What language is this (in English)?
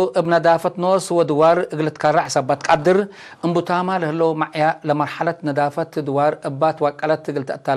Tigre